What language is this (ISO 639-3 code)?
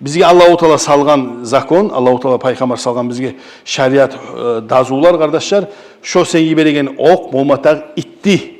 kum